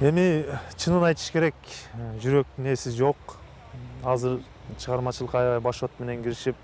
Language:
Kyrgyz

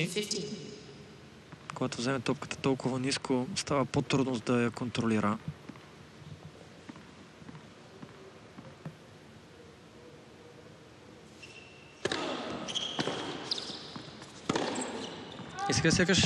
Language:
Bulgarian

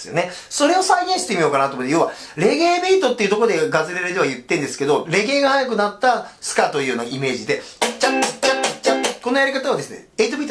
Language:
Japanese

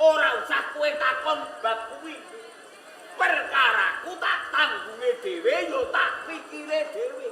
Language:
Javanese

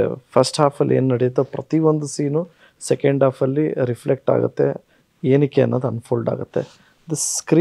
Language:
Kannada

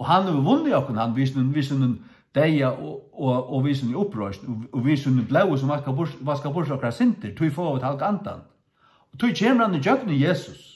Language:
Faroese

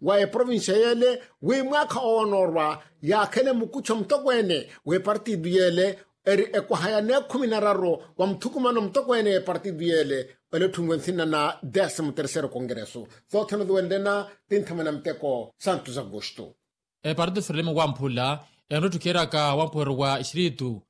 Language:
Makhuwa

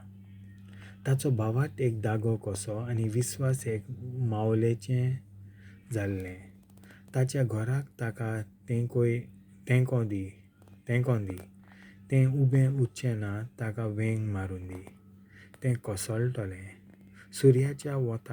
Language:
Konkani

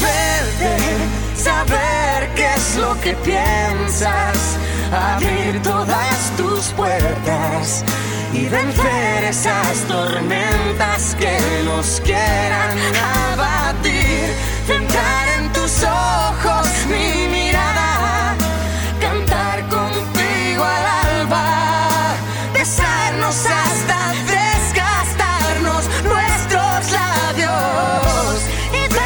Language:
Spanish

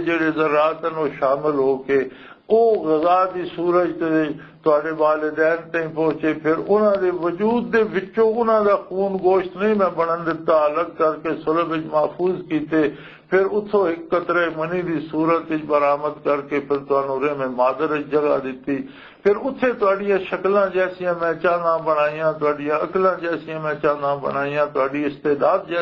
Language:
Western Panjabi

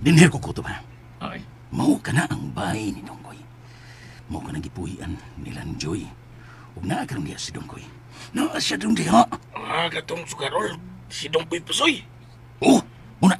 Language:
Cebuano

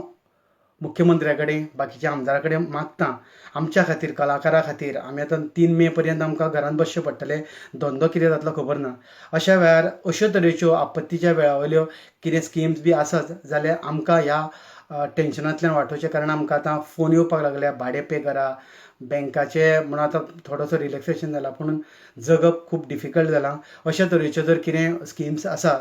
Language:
Konkani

